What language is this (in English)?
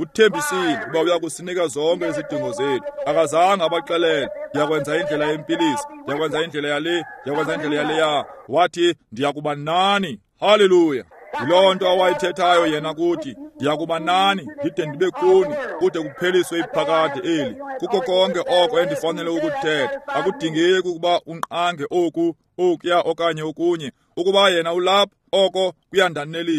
Xhosa